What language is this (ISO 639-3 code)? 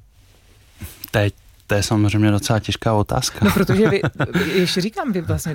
ces